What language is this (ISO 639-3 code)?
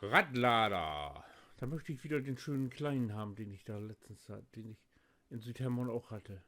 nds